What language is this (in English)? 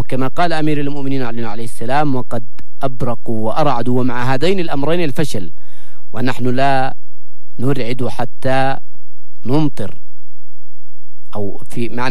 Arabic